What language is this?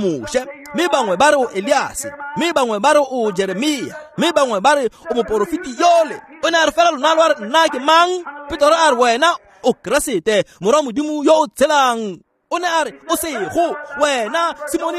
Tswana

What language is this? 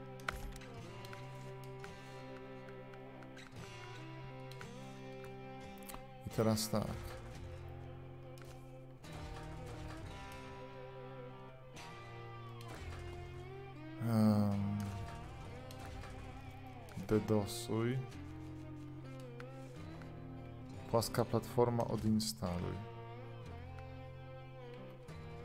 Polish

